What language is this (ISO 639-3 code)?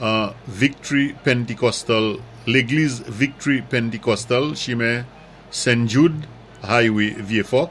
acf